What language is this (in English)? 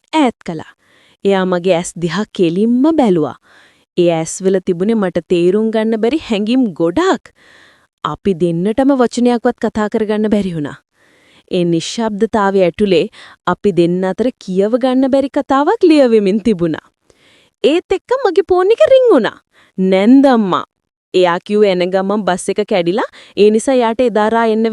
Sinhala